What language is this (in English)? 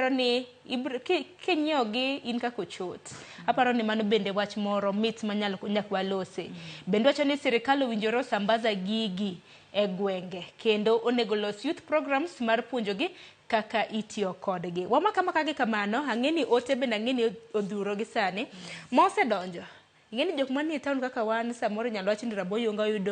Luo (Kenya and Tanzania)